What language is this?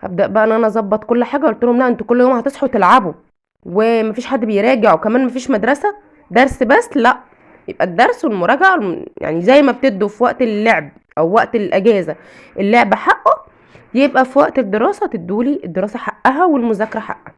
Egyptian Arabic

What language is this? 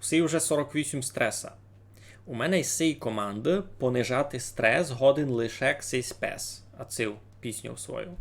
Rusyn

